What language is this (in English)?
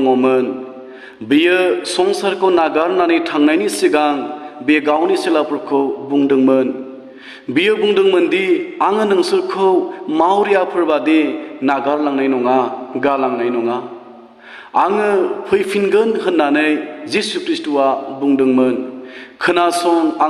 Bodo